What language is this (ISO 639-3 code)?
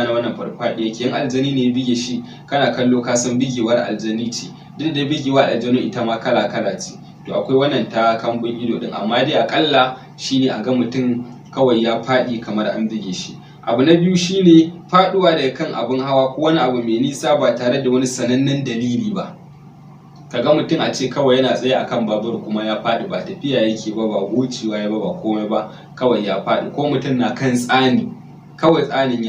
hau